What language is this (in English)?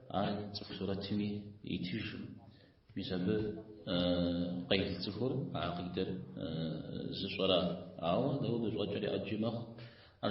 Kabardian